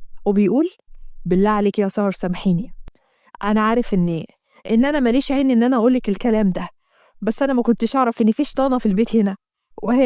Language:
Egyptian Arabic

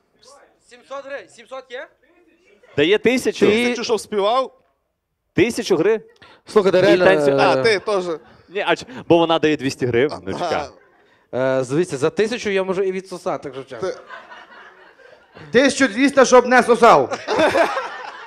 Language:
Ukrainian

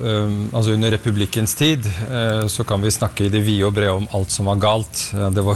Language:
Norwegian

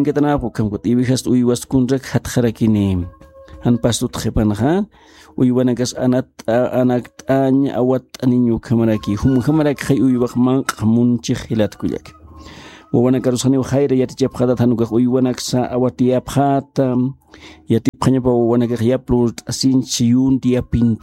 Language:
Aymara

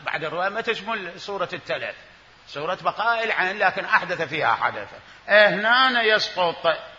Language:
Mesopotamian Arabic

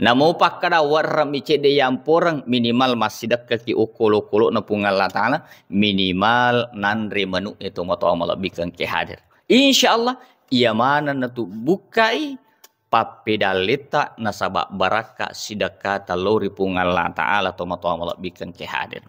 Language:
Buginese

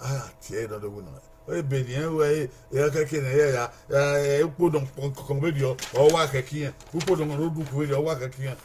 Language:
Bini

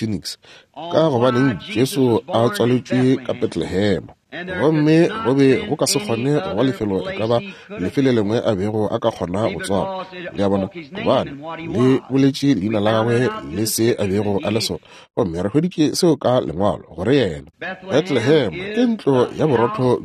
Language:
Northern Sotho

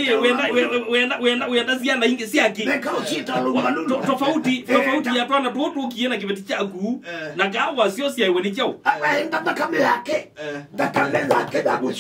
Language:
Kamba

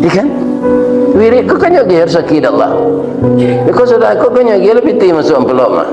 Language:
Minangkabau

